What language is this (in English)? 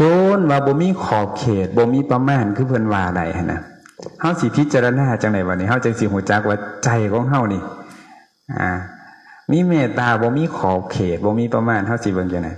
Lao